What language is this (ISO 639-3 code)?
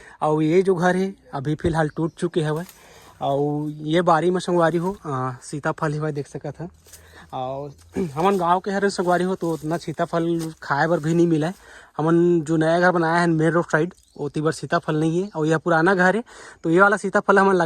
hne